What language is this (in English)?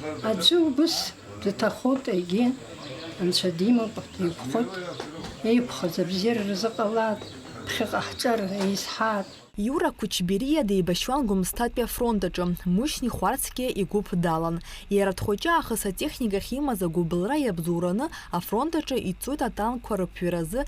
Abkhazian